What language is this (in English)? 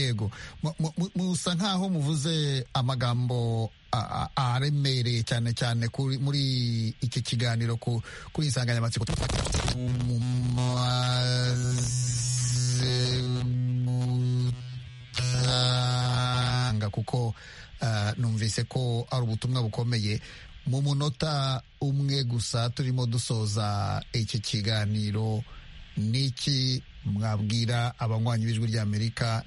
Kinyarwanda